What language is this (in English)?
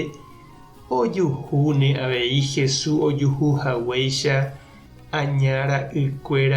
Guarani